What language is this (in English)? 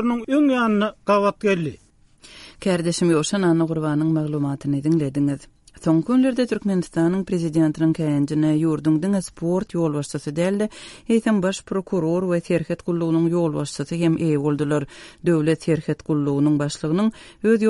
Turkmen